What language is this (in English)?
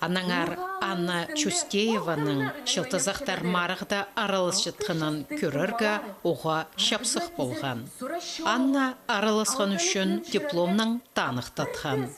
Khakas